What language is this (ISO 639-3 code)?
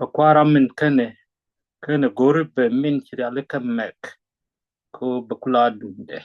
nus